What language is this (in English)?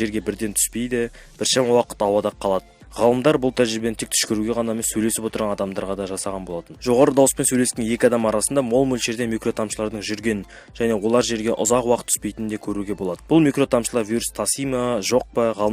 Kazakh